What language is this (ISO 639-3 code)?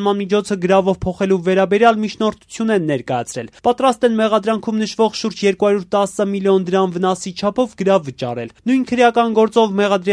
hye